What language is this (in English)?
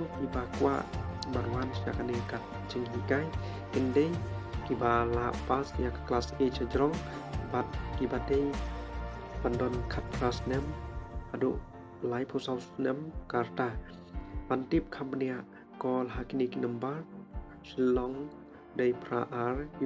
Khasi